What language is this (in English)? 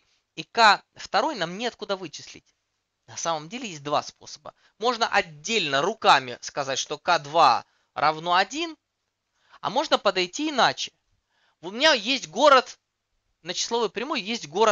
Russian